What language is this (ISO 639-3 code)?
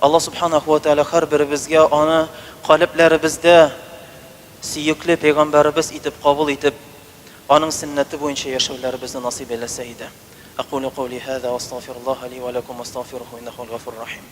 tat